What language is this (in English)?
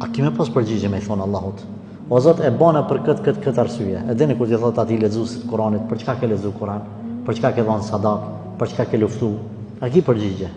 Albanian